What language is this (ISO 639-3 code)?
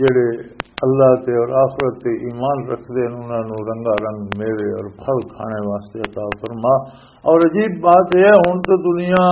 lah